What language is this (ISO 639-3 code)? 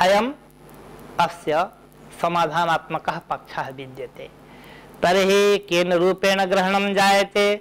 san